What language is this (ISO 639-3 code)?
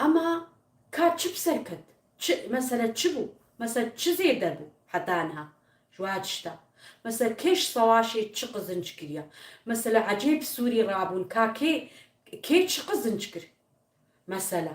kur